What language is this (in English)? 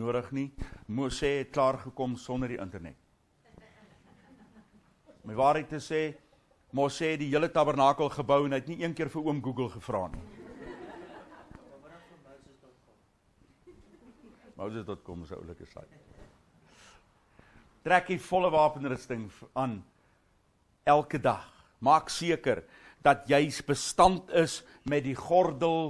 Afrikaans